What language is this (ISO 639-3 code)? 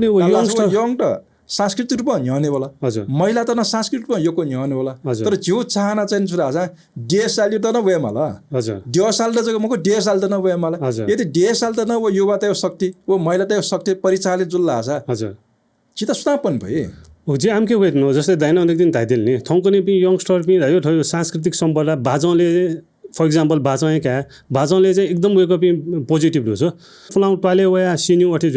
new